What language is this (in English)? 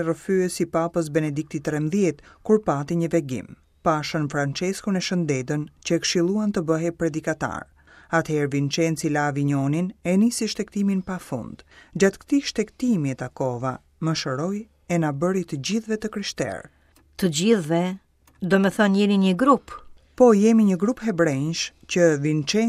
Albanian